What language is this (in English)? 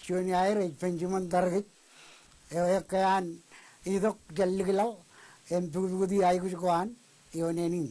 Marshallese